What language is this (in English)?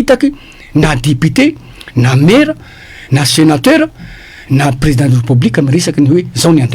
Malagasy